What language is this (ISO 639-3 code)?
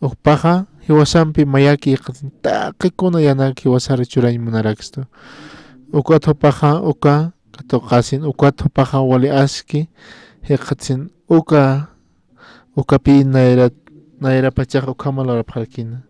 aym